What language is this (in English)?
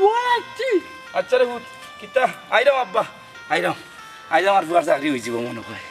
Sylheti